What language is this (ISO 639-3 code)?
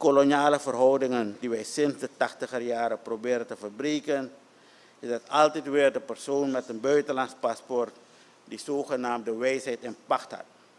nld